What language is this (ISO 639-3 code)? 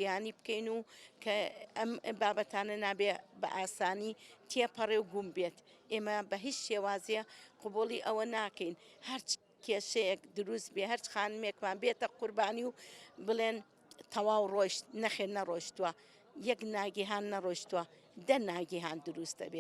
ckb